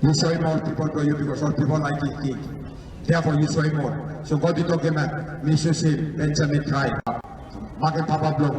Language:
Tok Pisin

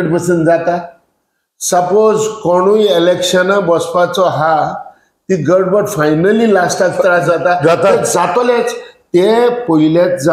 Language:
Konkani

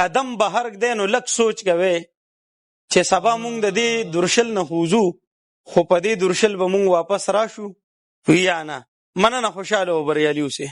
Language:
Pashto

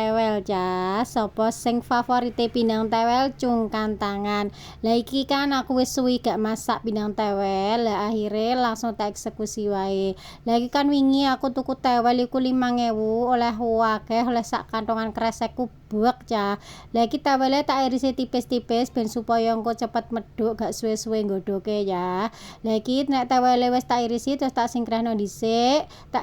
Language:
Javanese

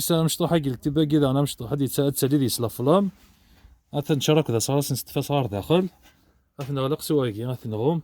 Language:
Kabyle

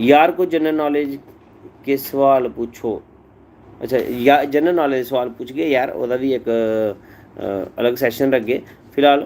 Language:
Dogri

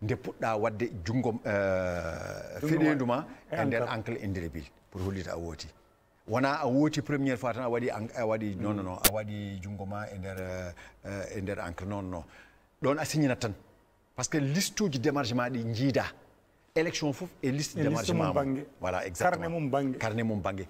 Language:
Fula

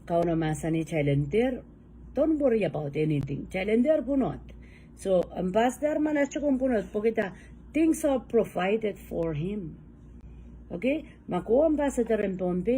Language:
Pohnpeian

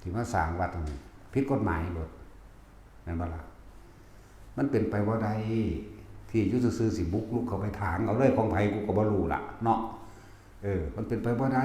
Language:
Northeastern Thai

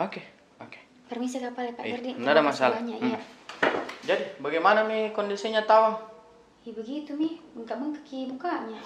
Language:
Makassar Malay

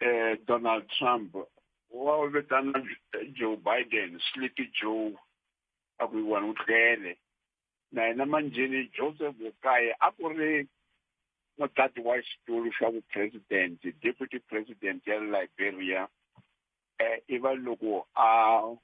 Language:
Tsonga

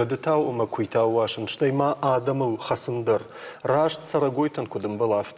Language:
Ossetic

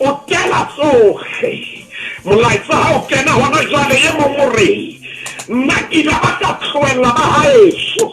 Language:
Southern Sotho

